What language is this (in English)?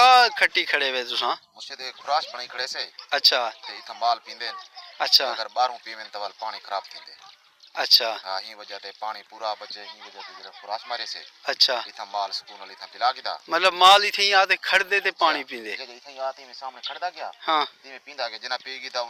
Saraiki